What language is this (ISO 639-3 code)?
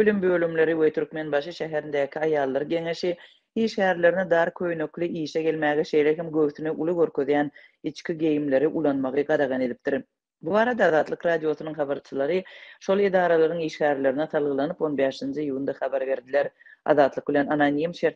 tuk